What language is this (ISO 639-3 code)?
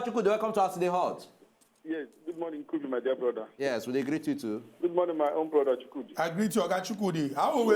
pcm